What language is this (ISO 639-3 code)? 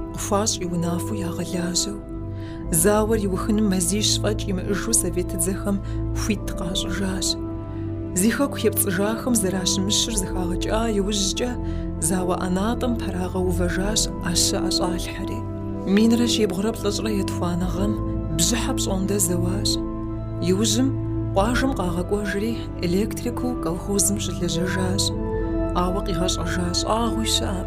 kbd